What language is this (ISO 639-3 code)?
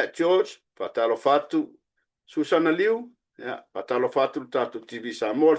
smo